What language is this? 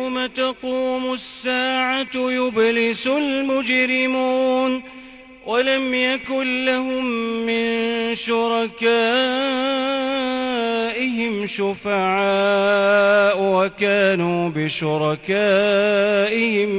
Arabic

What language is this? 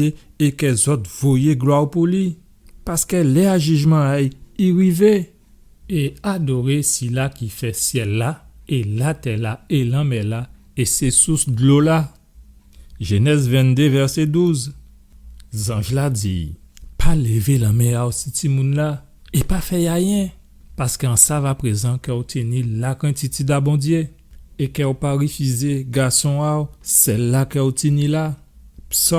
Guadeloupean Creole French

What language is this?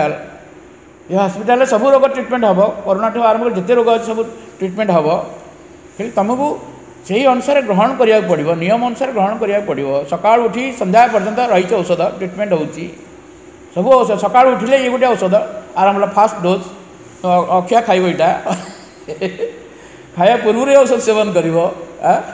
Odia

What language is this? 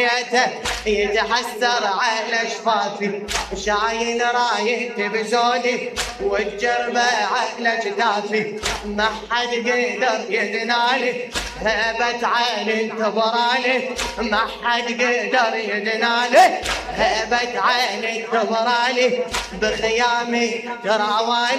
Mesopotamian Arabic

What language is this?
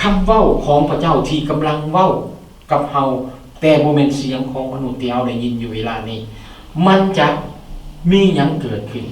Lao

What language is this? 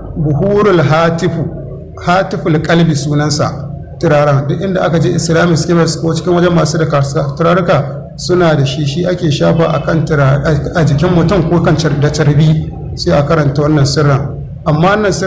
Hausa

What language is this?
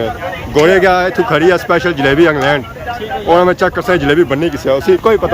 Pahari-Potwari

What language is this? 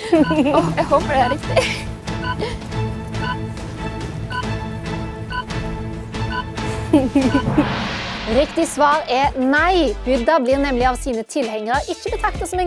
Norwegian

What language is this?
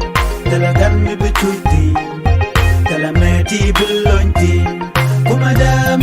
Nuer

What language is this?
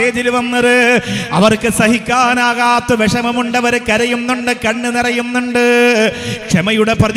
Malayalam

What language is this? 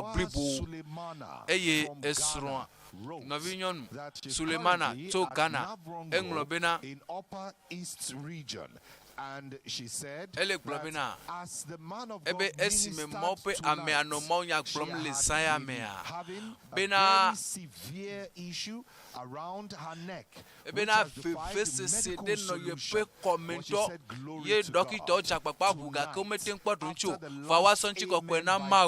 Ewe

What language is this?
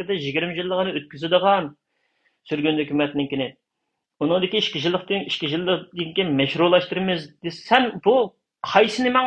Uyghur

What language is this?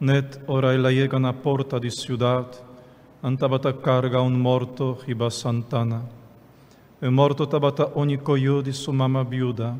Papiamento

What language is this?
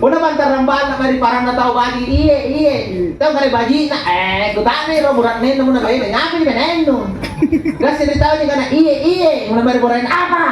Makasar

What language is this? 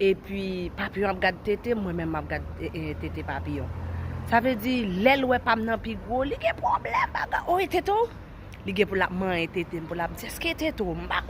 Haitian Creole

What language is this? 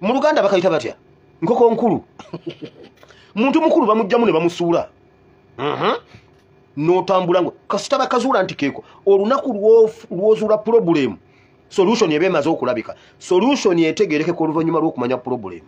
Ganda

